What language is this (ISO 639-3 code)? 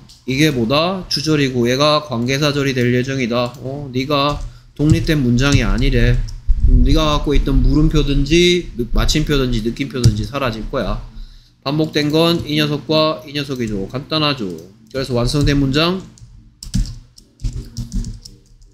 kor